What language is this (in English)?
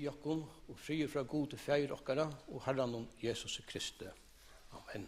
Faroese